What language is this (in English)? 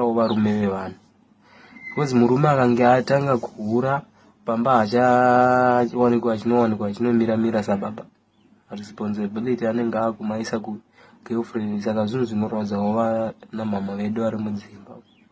Shona